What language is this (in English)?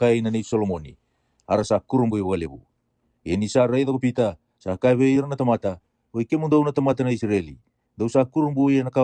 Fijian